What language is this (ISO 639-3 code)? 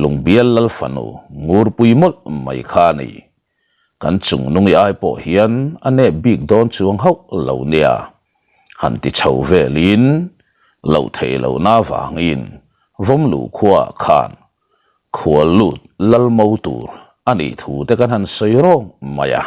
lus